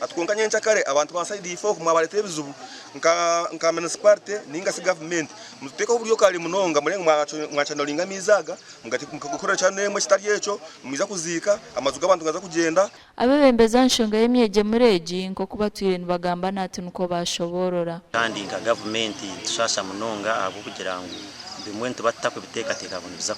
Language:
Nyankole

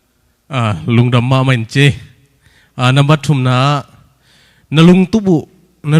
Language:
Tedim Chin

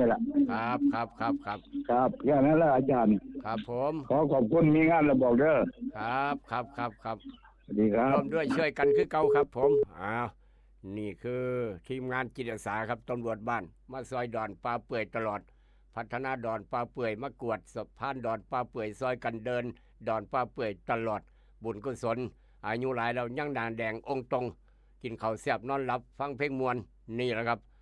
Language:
Northeastern Thai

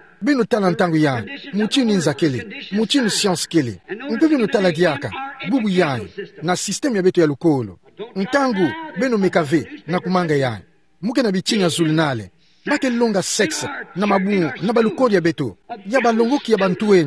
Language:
Kituba (Democratic Republic of Congo)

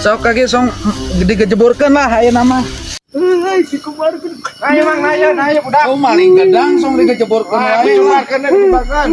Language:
Sundanese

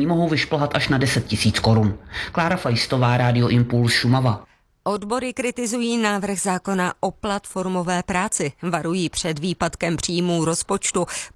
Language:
Czech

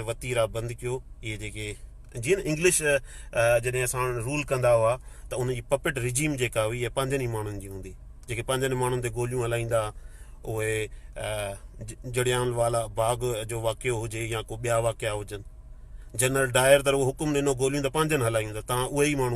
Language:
Sindhi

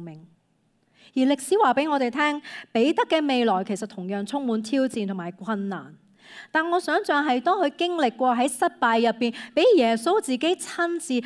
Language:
Cantonese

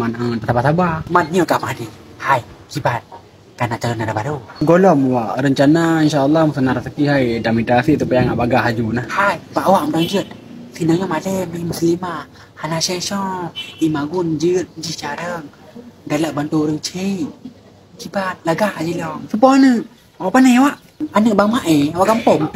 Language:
Achinese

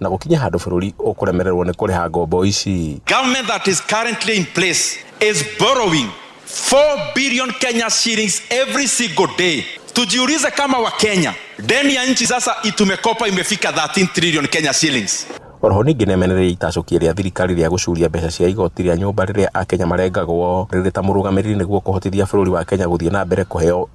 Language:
Kikuyu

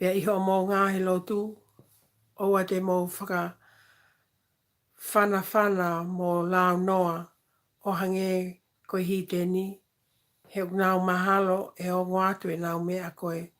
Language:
Tongan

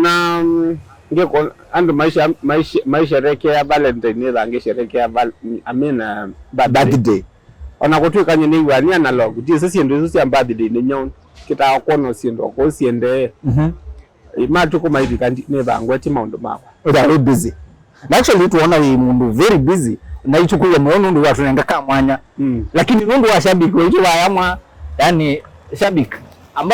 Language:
Kamba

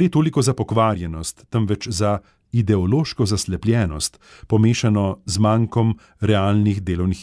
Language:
Slovenian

